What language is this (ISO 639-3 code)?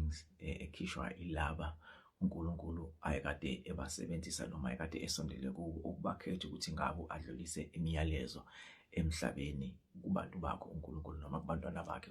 zul